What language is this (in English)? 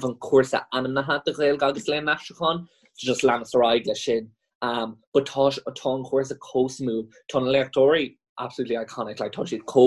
Irish